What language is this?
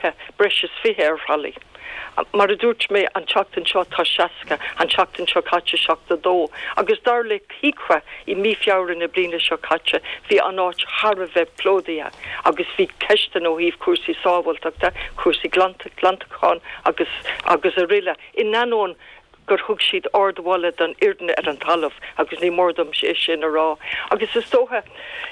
Irish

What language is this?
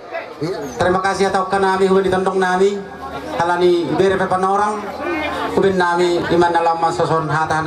Batak Toba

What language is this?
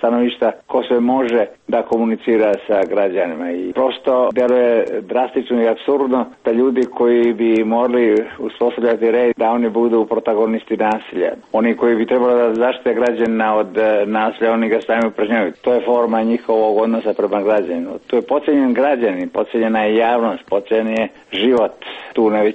Serbian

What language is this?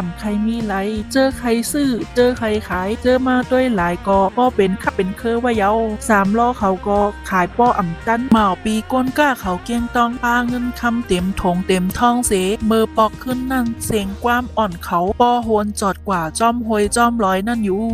Shan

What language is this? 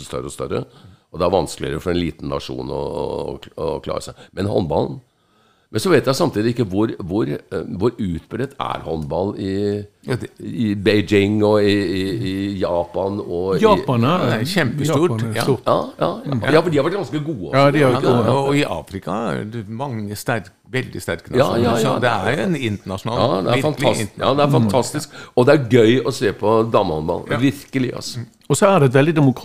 Norwegian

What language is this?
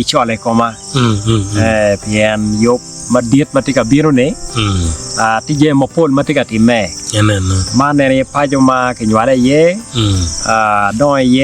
Acoli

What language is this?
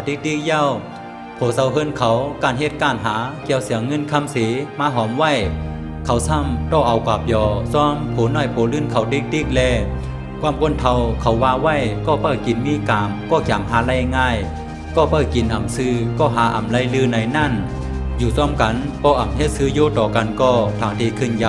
Shan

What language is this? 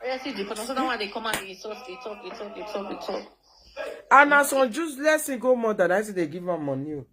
Nigerian Pidgin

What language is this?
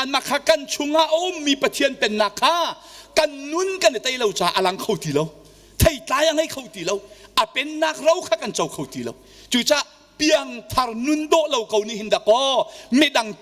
Hakha Chin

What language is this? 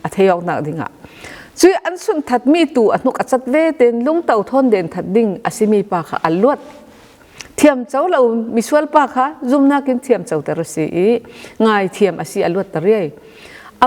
Falam Chin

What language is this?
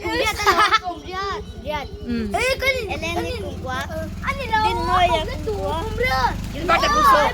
Mizo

